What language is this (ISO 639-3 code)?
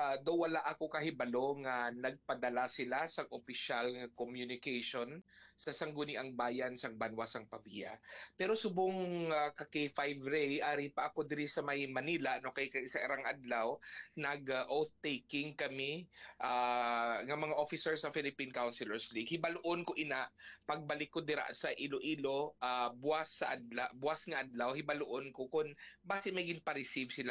hil